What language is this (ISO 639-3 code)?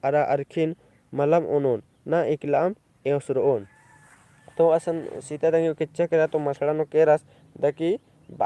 kru